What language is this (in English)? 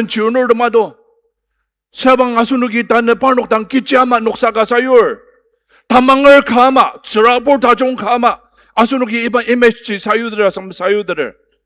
Ao Naga